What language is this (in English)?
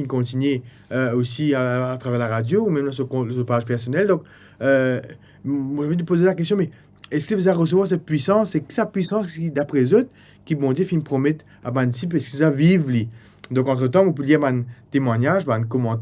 Morisyen